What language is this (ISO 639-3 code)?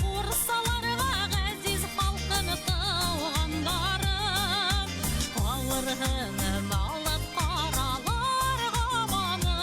bak